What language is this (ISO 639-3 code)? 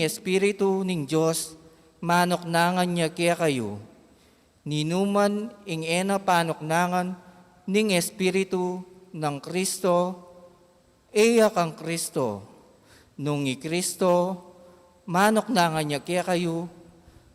pam